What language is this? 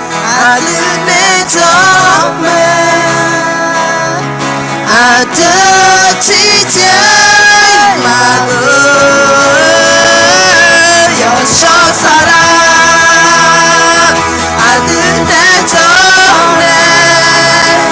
Akha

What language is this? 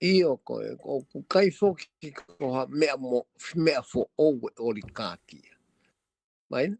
Tongan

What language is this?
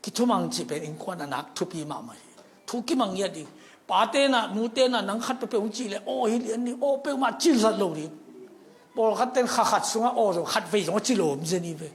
Tedim Chin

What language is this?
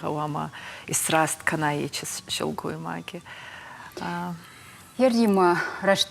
Ossetic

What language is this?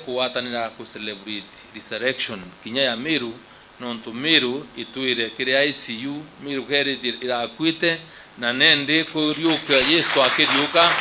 Meru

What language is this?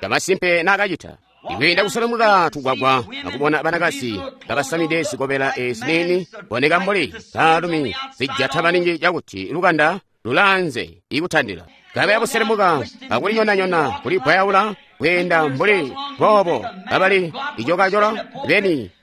Tonga (Zambia)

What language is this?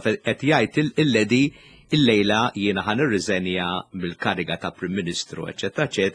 Maltese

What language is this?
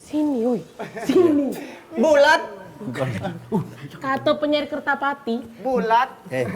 Musi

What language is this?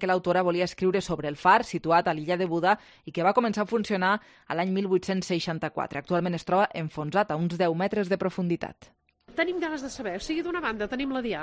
Catalan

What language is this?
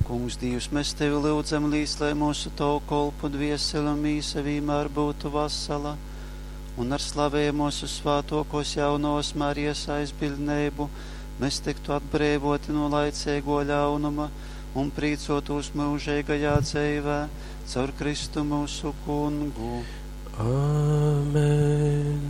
Latgalian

